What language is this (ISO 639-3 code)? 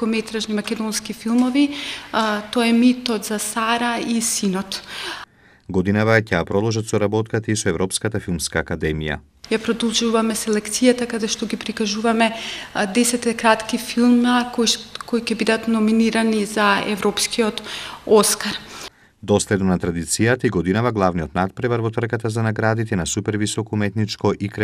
mkd